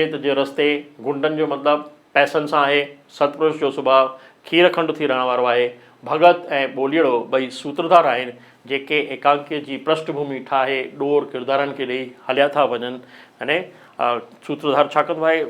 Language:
Sindhi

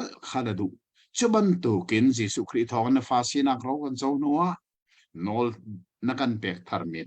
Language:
Hakha Chin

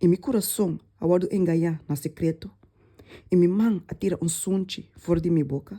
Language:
Papiamento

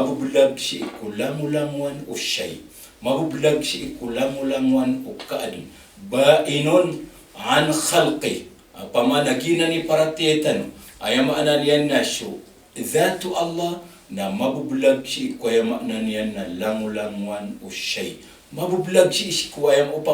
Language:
Maranao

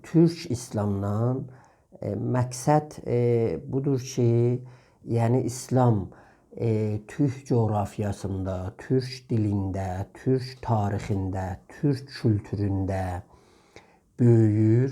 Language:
South Azerbaijani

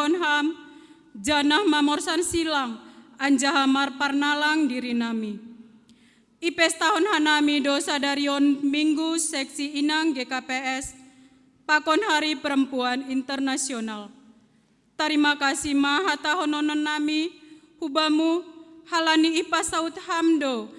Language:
Batak Simalungun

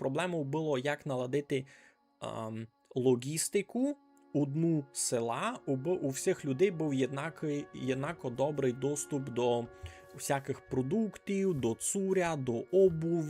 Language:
Rusyn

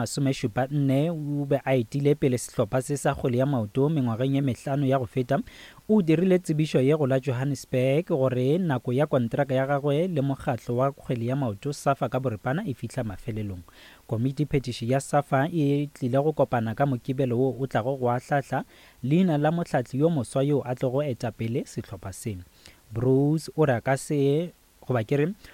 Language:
Northern Sotho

